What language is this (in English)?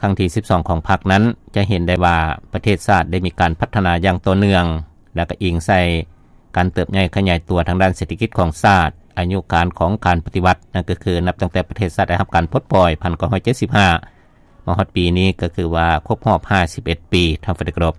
Lao